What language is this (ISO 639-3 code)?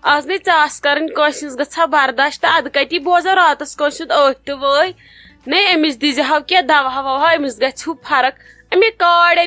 kas